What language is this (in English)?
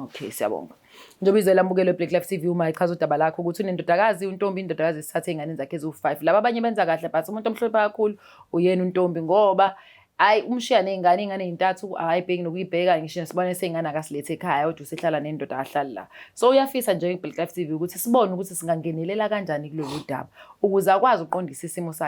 Zulu